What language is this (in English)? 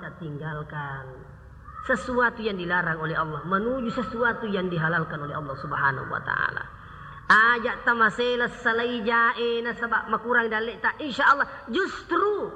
Buginese